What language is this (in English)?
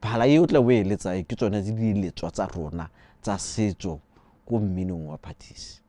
Tswana